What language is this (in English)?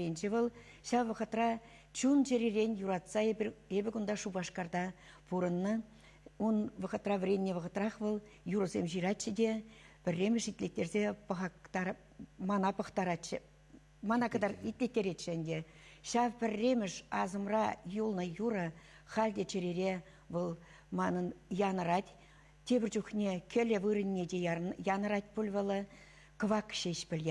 Chuvash